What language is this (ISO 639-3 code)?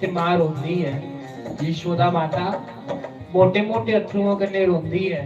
doi